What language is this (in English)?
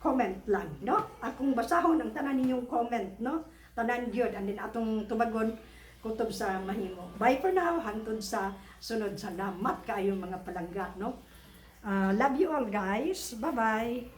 Cebuano